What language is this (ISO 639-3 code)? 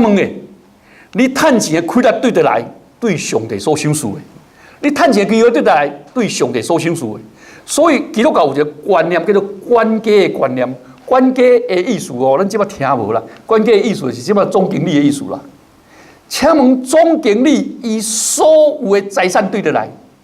nan